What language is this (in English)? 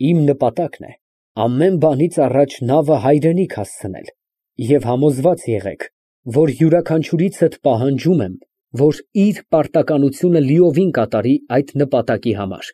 Armenian